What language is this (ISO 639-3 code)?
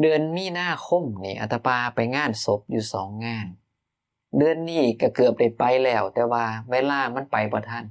tts